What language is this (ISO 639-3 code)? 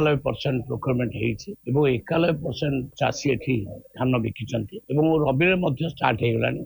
ori